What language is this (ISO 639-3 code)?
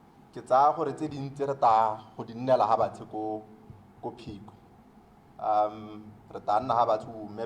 tsn